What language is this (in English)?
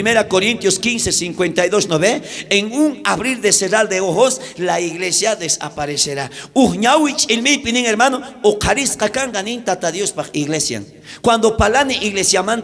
South Bolivian Quechua